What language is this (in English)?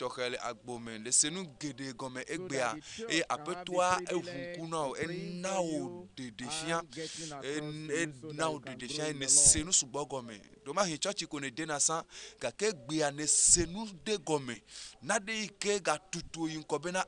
Ewe